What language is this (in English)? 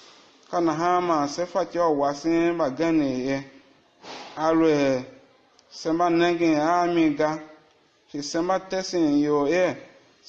Tiv